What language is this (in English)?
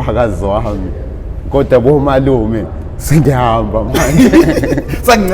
Zulu